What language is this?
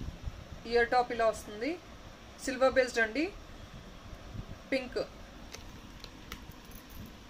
Telugu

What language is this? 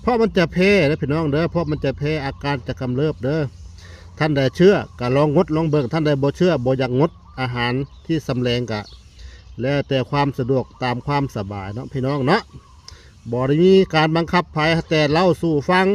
Northeastern Thai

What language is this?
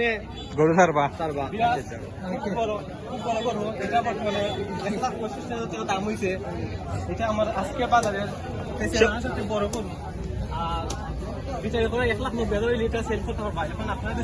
Sylheti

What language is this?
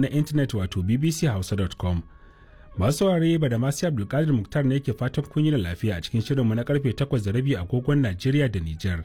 Hausa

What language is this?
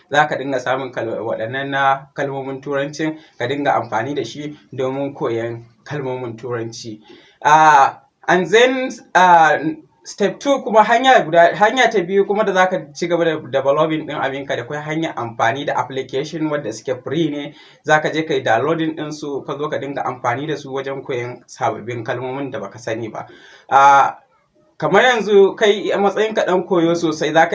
Hausa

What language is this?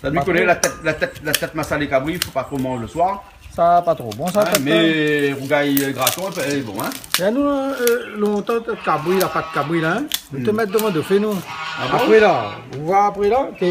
Réunion Creole French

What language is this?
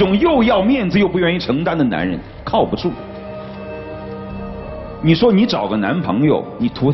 Chinese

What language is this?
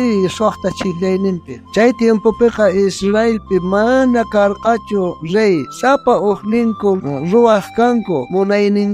South Bolivian Quechua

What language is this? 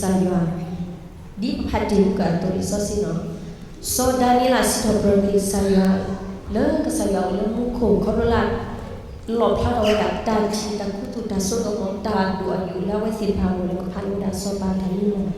S'gaw Karen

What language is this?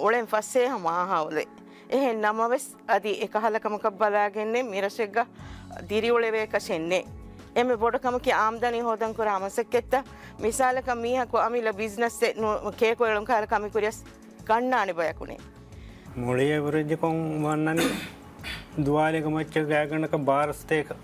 Divehi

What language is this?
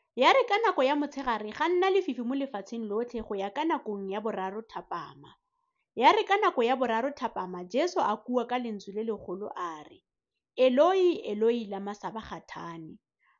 Tswana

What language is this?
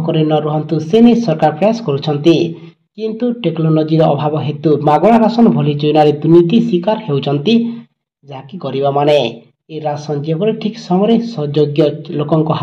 Odia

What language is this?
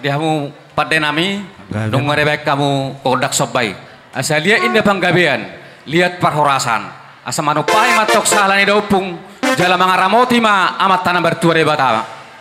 Batak Toba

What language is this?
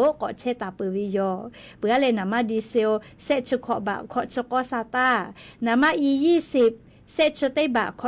Lahu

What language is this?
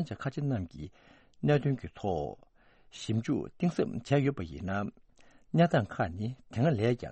Tibetan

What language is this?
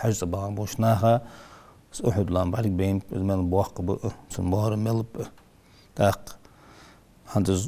Ingush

